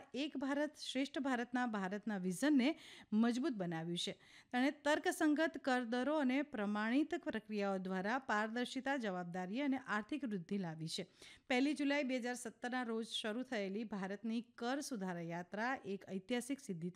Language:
Gujarati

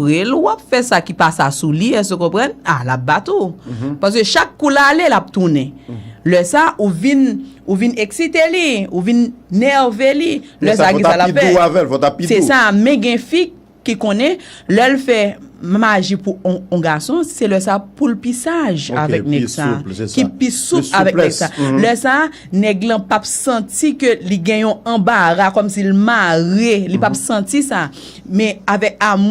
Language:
Haitian Creole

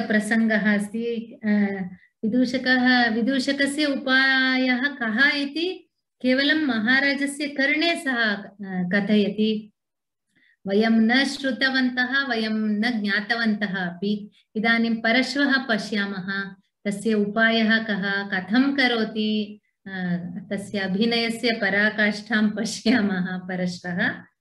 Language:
Sanskrit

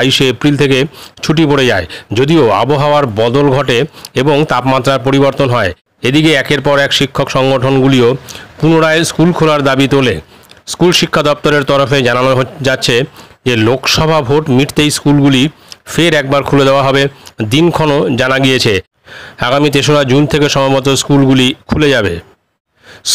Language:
Bangla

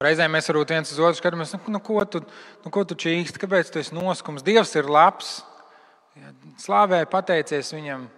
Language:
Latvian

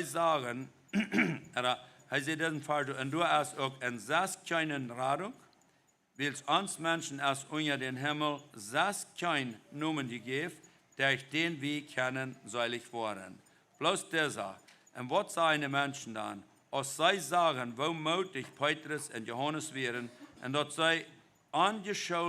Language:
Plautdietsch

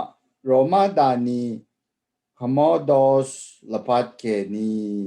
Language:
Rawang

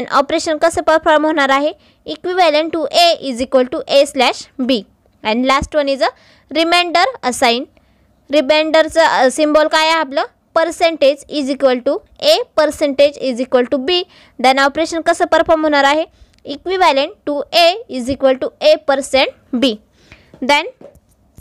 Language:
Marathi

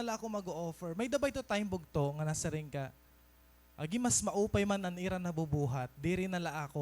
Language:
Waray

